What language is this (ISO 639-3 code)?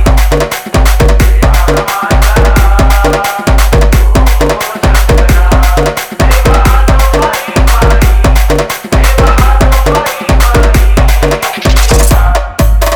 mar